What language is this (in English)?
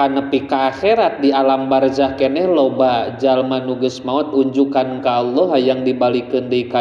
Sundanese